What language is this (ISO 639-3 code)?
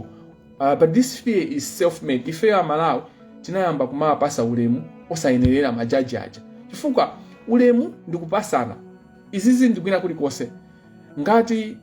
nya